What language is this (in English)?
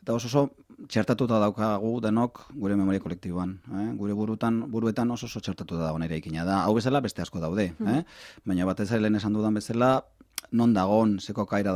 Basque